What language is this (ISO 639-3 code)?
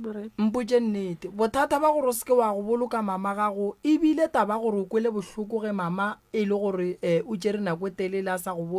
nso